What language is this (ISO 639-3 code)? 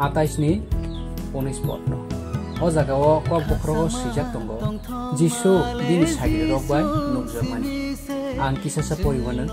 trp